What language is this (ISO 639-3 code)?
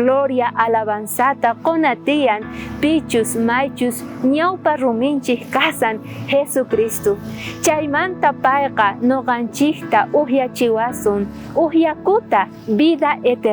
quh